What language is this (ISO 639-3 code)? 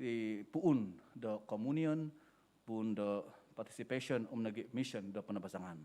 dtp